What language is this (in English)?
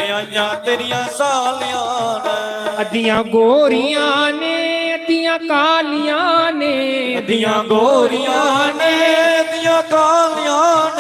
Dogri